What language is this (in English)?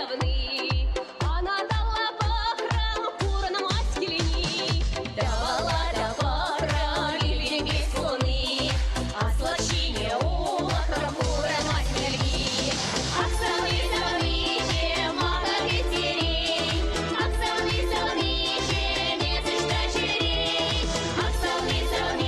Chuvash